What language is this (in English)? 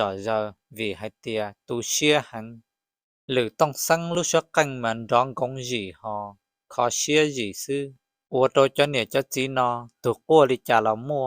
Hmong